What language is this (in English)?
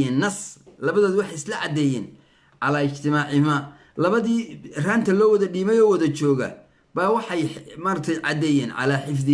Somali